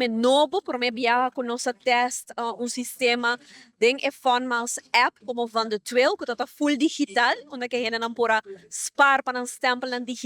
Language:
Papiamento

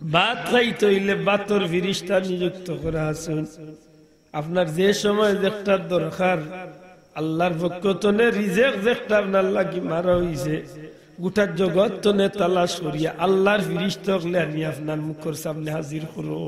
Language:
Sylheti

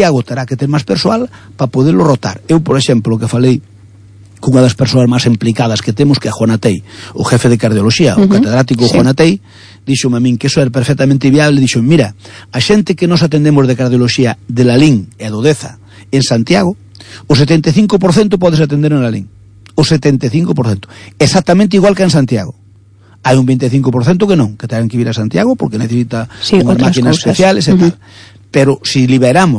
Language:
Galician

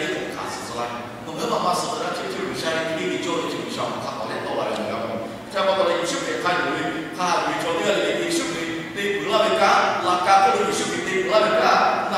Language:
Lahu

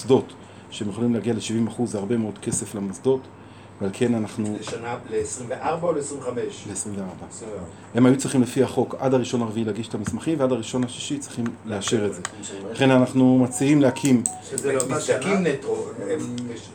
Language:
Hebrew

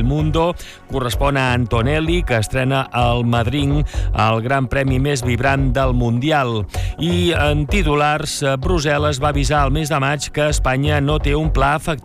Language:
Catalan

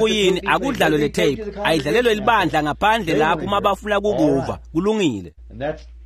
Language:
Swati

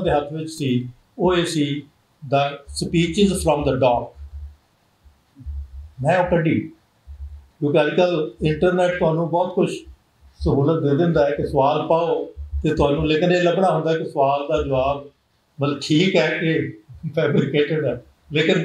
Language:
Punjabi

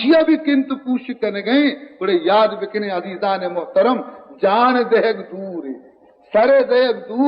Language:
Baluchi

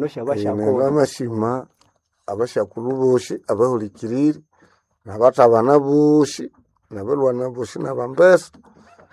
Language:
Nande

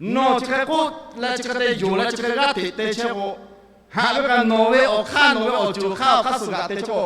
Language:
Lahu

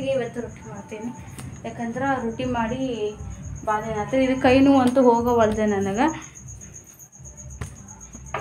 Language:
Kannada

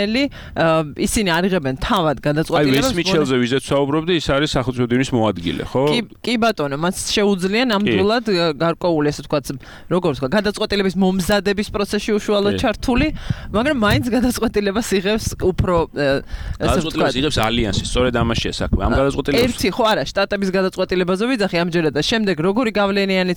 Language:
Georgian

